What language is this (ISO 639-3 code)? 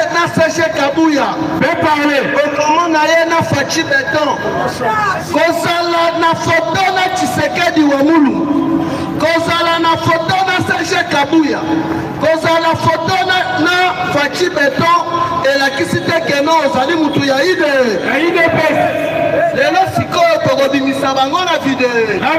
lin